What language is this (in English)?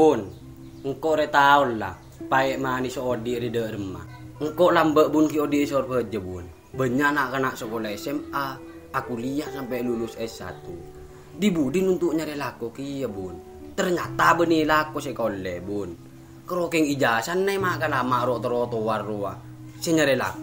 Madurese